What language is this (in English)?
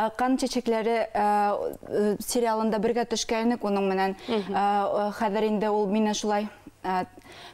Bashkir